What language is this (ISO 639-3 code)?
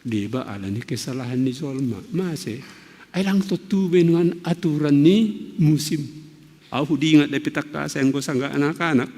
bts